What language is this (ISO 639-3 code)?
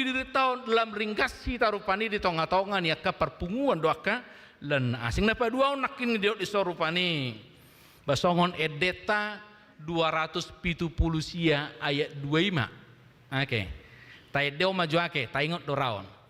bbc